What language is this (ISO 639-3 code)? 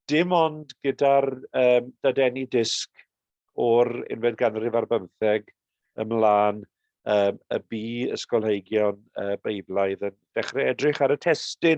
cym